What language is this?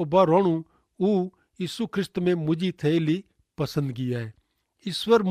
Kachhi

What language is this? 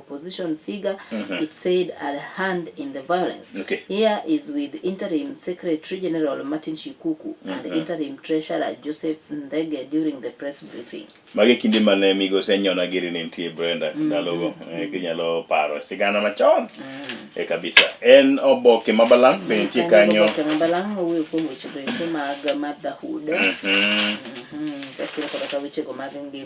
Luo (Kenya and Tanzania)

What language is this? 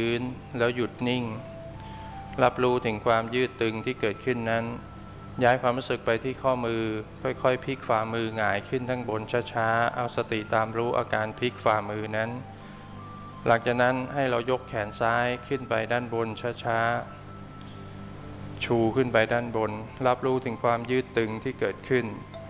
Thai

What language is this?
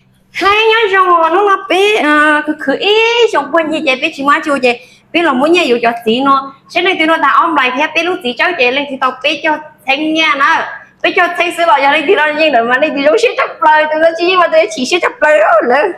Hmong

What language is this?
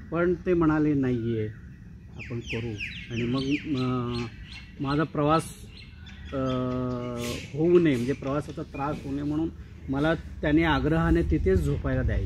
Marathi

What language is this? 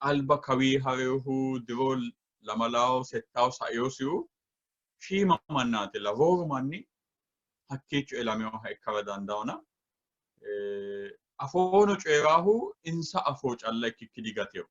Sidamo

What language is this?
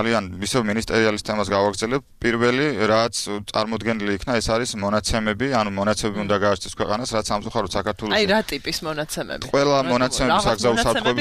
Georgian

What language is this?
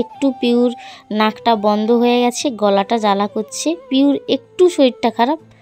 Bangla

